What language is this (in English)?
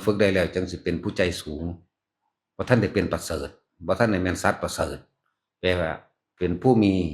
Northeastern Thai